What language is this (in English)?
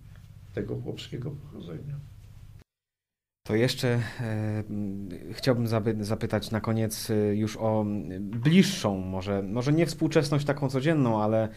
Polish